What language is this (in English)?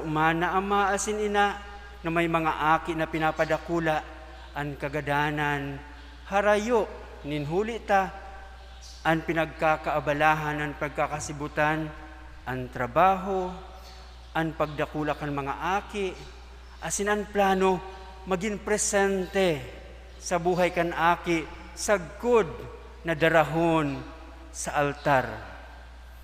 Bikol